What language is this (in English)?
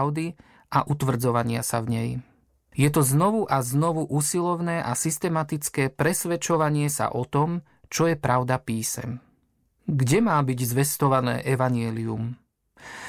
Slovak